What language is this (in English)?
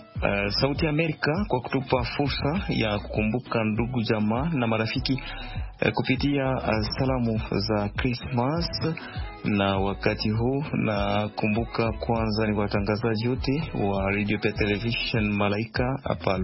Swahili